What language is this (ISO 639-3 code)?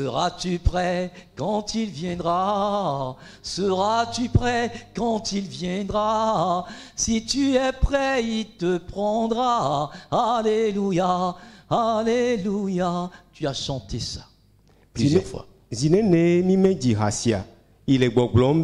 ewe